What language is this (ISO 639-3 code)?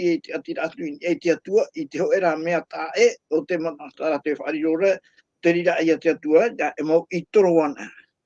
tah